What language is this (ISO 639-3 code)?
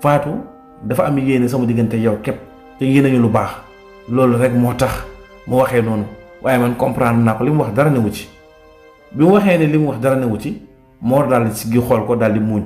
wol